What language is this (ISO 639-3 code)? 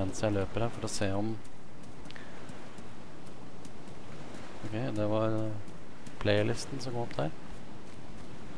nor